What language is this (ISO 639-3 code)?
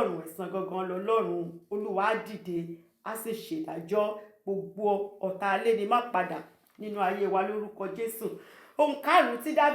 yor